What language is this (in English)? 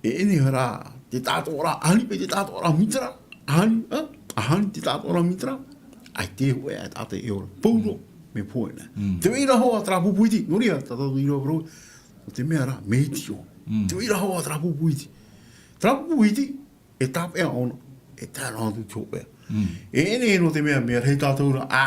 Tahitian